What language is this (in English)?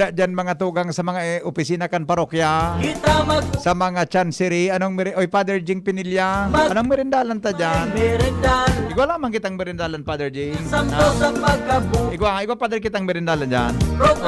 Bikol